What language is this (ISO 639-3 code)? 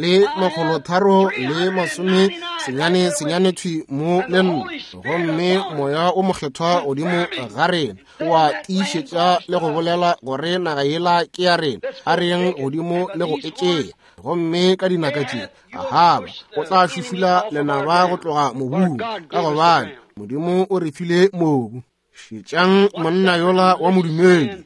nso